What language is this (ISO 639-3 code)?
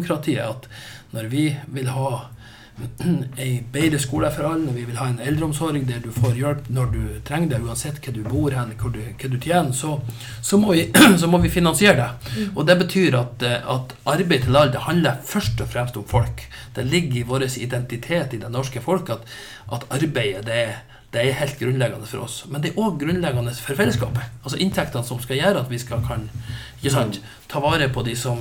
nor